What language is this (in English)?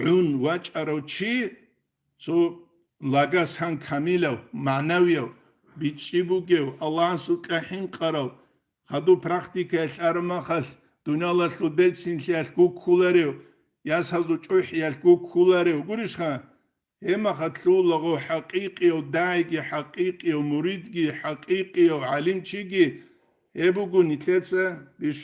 Avaric